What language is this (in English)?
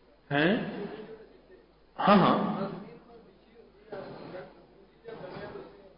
Urdu